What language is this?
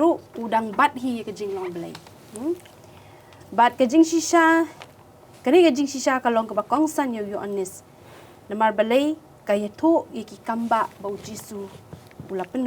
Khasi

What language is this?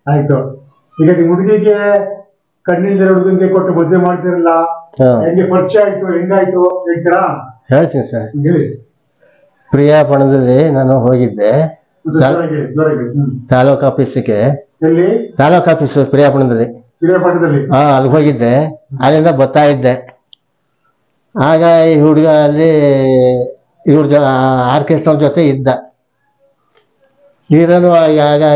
Kannada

